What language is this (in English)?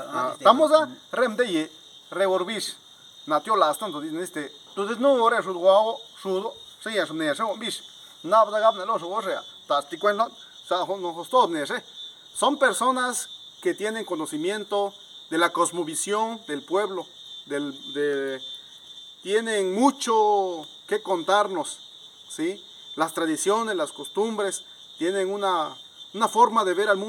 Zapotec